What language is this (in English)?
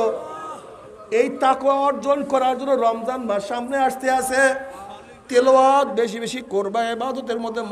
Bangla